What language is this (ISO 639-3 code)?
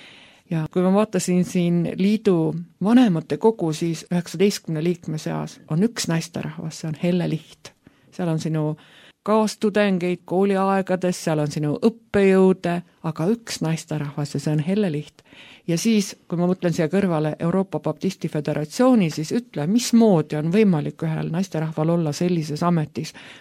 est